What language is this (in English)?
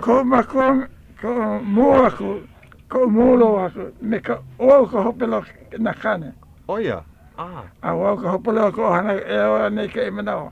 Hawaiian